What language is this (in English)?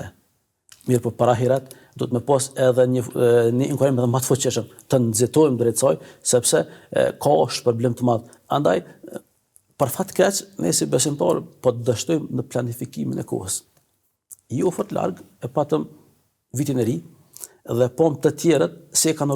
Albanian